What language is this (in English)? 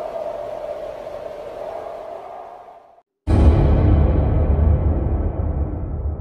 Malay